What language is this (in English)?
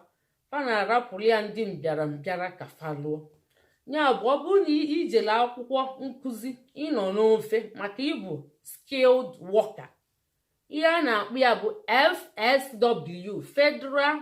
Igbo